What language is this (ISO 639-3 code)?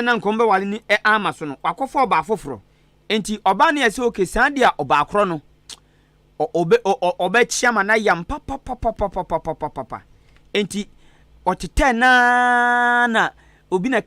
aka